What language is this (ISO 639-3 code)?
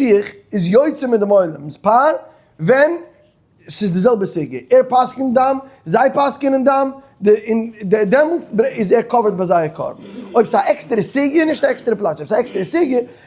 yid